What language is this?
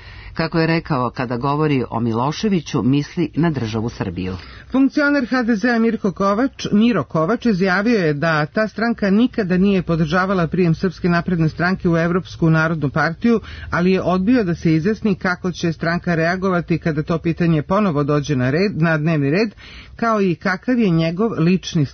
Serbian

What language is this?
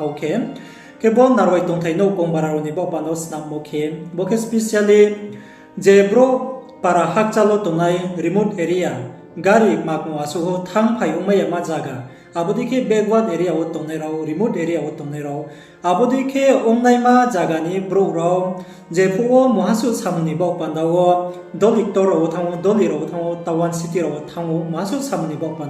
Riang (India)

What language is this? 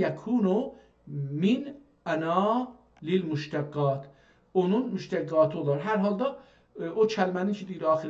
South Azerbaijani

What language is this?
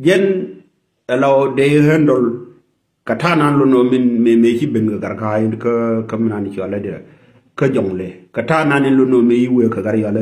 Nuer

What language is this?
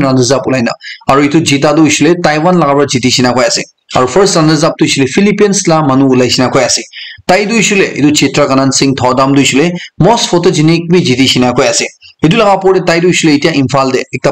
Naga Pidgin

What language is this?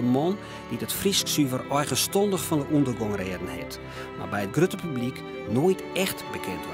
Western Frisian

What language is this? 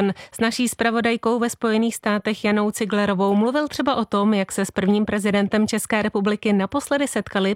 Czech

